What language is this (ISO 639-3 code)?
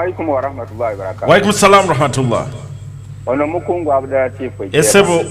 lug